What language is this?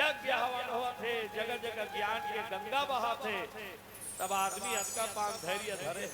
Chhattisgarhi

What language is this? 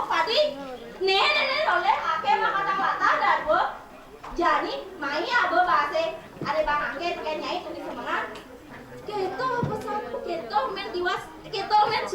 Balinese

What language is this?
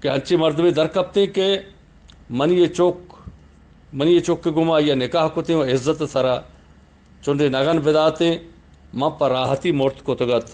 Eastern Balochi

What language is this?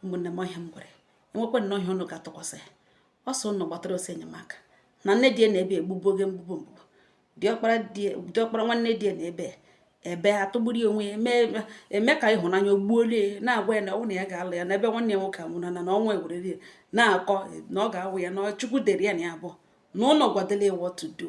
Igbo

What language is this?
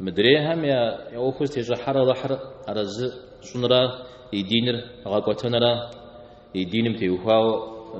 Kabardian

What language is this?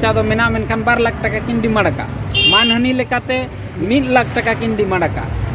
Santali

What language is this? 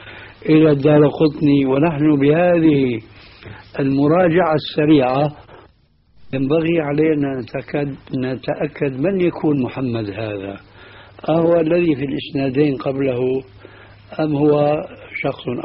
Arabic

